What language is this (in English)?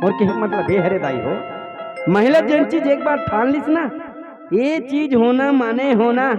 Chhattisgarhi